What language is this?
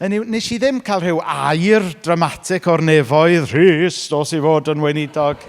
Welsh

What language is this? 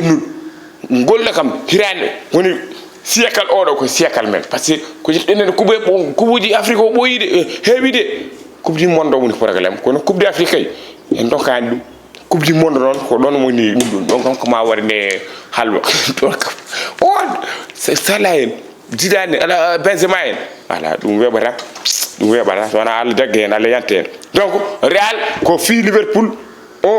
Fula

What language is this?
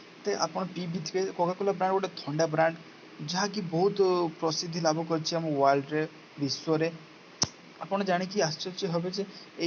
Odia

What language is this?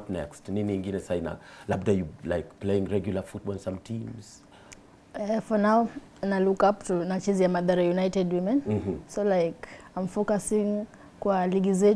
Swahili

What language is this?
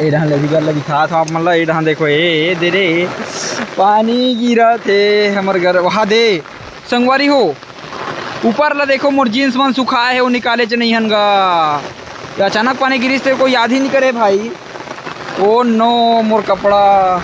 Chhattisgarhi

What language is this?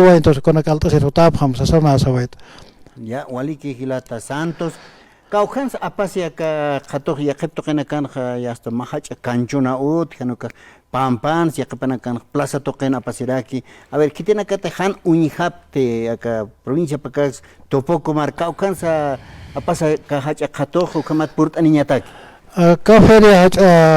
Aymara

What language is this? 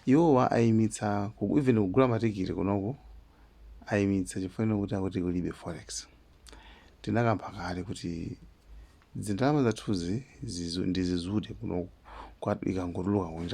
Nyanja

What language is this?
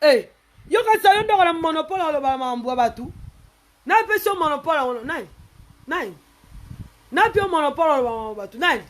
Lingala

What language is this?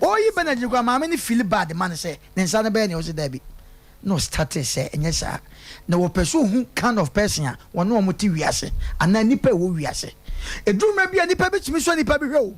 Akan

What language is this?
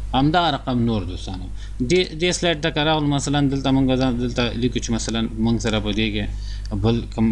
Pashto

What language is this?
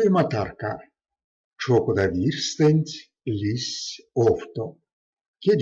Erzya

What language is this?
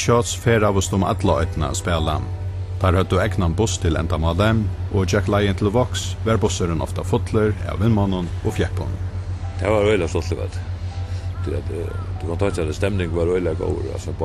Faroese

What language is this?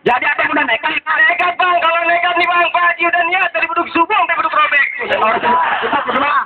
Betawi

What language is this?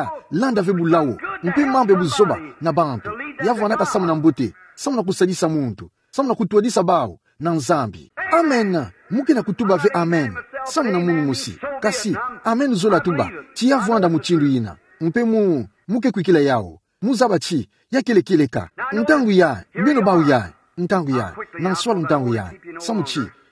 Kituba (Democratic Republic of Congo)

